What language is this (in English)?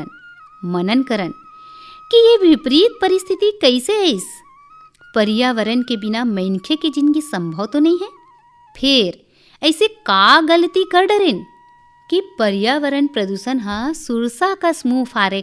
Chhattisgarhi